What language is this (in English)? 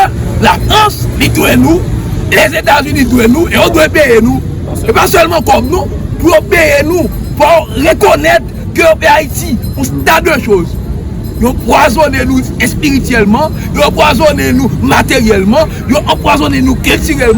Haitian Creole